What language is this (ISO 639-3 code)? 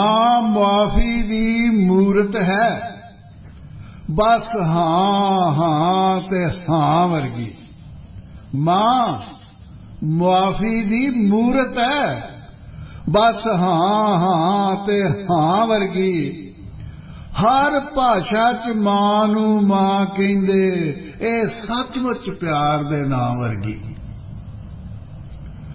pan